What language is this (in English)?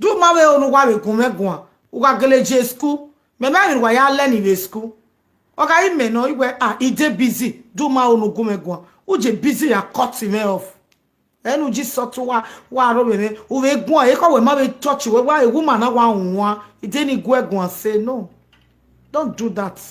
Nigerian Pidgin